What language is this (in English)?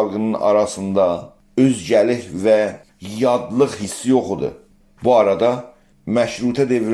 South Azerbaijani